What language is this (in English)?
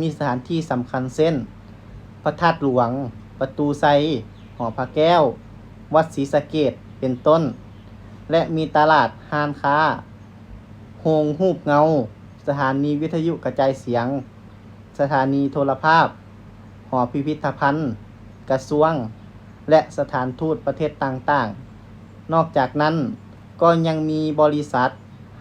Lao